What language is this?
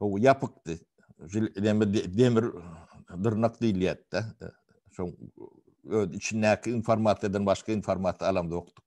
Turkmen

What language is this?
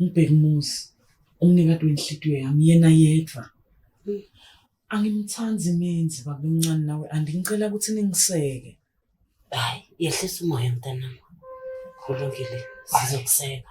Zulu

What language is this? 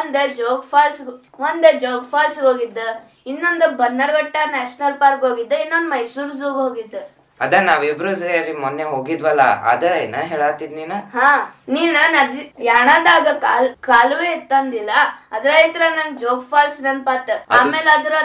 Kannada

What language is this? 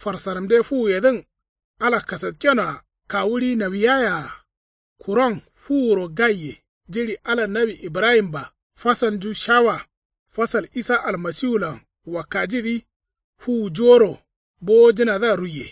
Kanuri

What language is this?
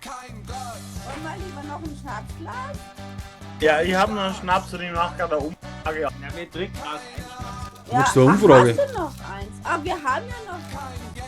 Bavarian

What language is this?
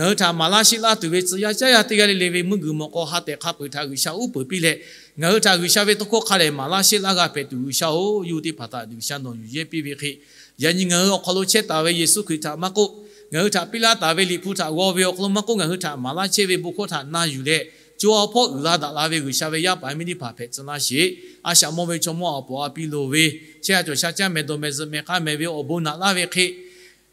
Lahu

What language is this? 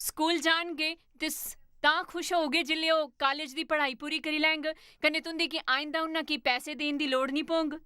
Dogri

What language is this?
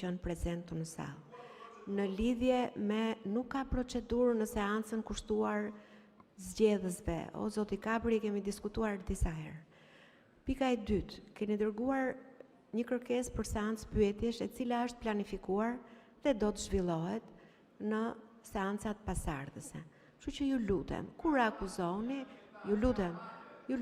Albanian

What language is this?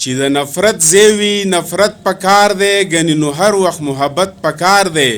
Pashto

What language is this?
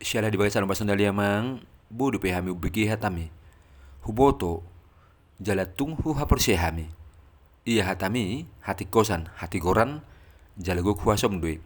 Batak Toba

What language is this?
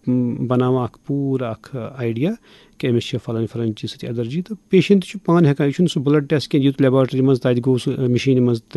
Kashmiri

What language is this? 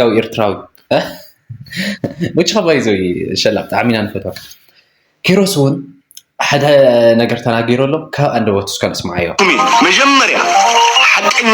Tigrinya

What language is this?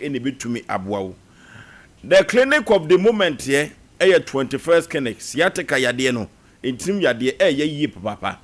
Akan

